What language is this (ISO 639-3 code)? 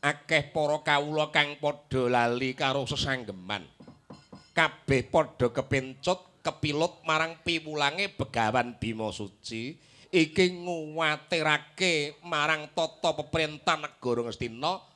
jav